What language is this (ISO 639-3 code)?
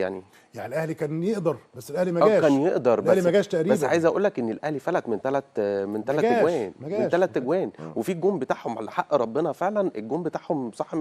arz